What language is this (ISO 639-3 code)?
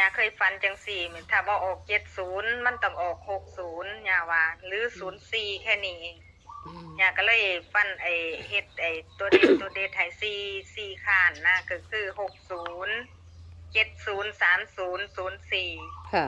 tts